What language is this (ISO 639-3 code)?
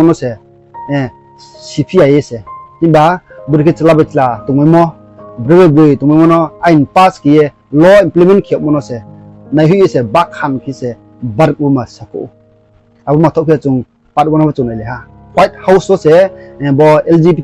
ria